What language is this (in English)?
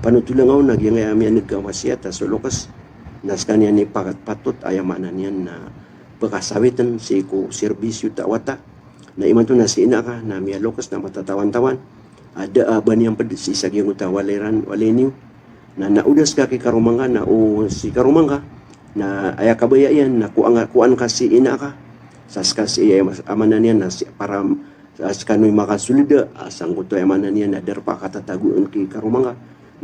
Maranao